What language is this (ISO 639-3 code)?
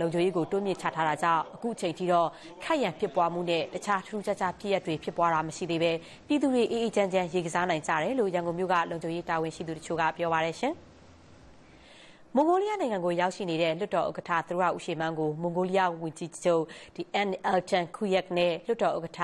mya